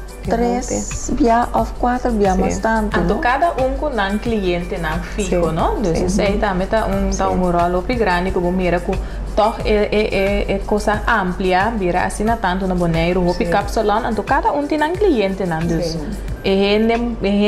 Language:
Papiamento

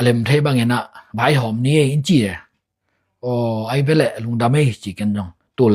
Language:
Tedim Chin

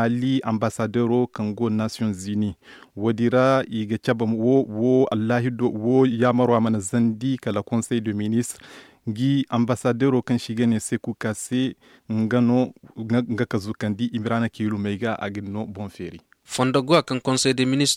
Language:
Zarma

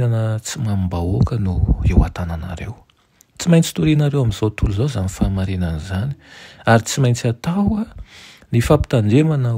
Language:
Malagasy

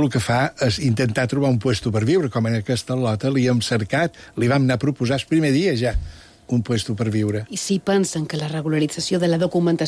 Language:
Catalan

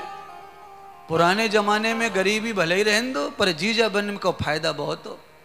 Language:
Hindi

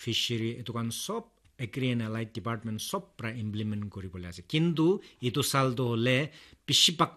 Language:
Naga Pidgin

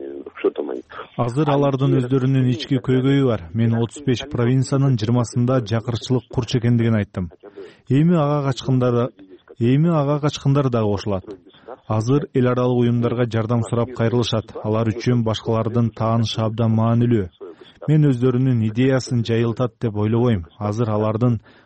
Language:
Kyrgyz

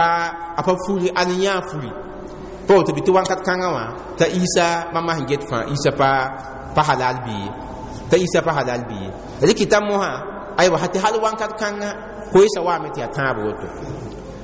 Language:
Mossi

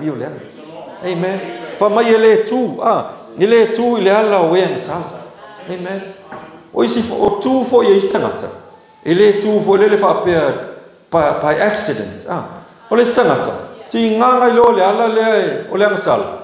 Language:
Samoan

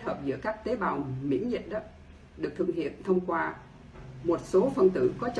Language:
Vietnamese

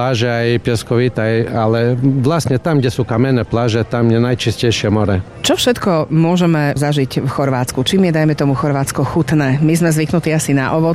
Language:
Slovak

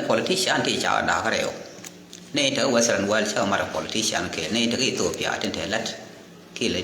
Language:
Nuer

